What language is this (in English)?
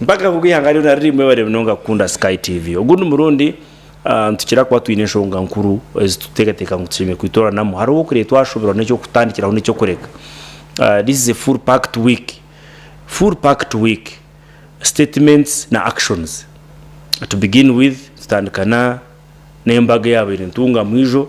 Nyankole